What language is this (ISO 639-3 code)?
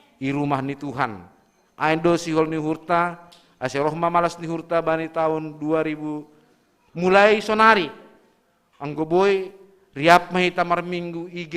bts